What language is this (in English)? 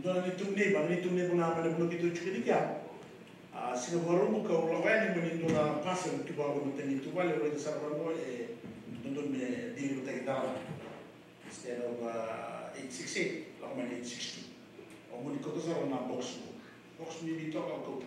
Fijian